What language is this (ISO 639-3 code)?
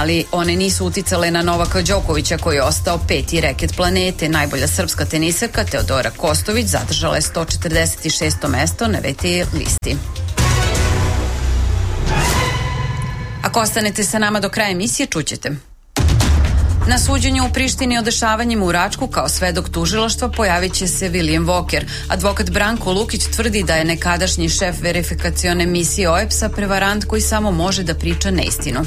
srp